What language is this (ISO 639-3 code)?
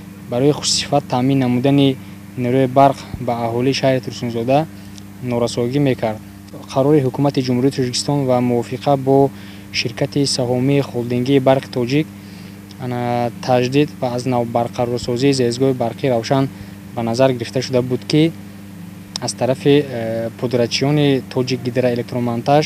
tgk